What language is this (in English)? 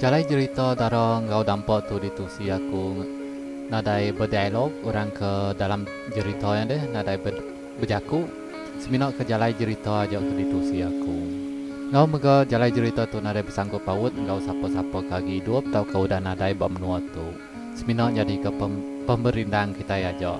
Iban